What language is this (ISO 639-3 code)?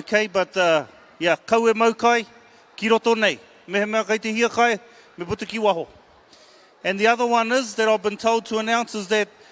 mri